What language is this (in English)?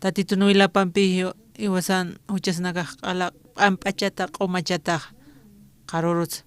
Aymara